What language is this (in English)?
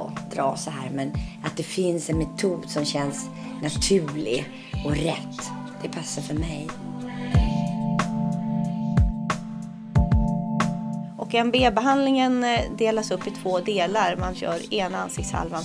Swedish